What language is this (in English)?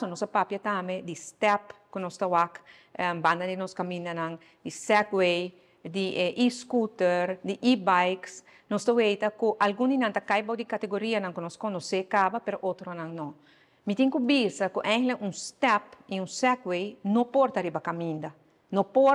Papiamento